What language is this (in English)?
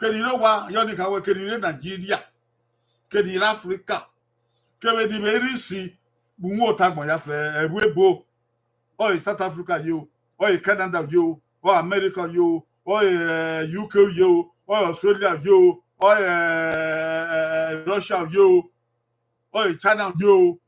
Bini